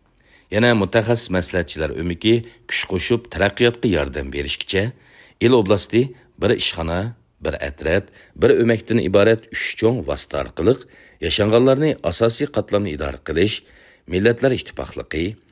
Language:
Uyghur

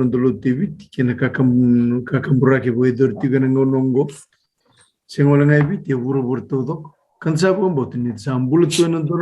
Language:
Fijian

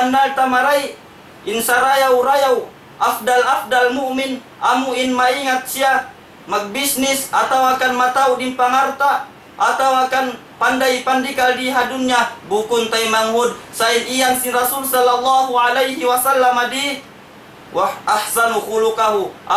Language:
Tausug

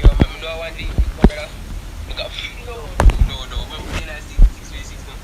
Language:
Jamaican Creole English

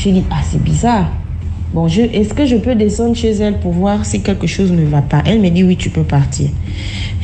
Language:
French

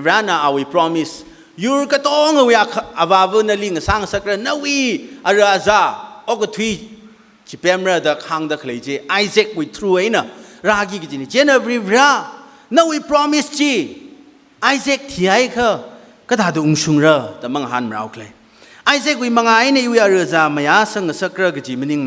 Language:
Tangkhul Naga (India)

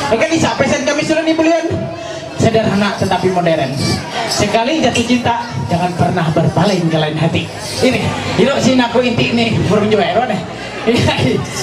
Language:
Ma'anyan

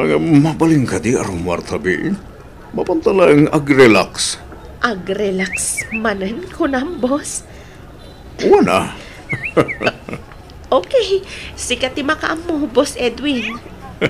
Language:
Iloko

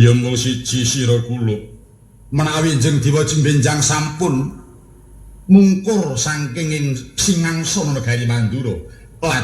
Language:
Javanese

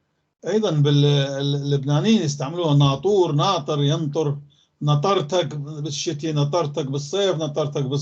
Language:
North Levantine Arabic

